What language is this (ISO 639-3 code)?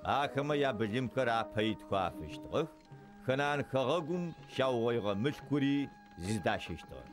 ady